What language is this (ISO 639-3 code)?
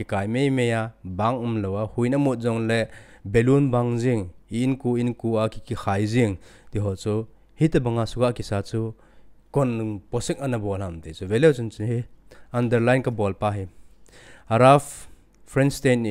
tcz